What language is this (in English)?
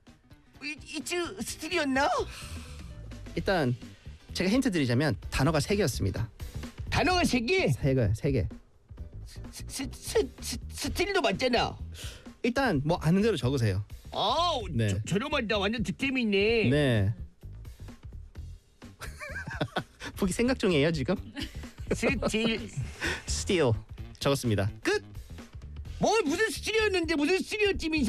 Korean